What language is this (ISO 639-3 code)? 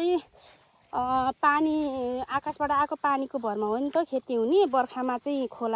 nep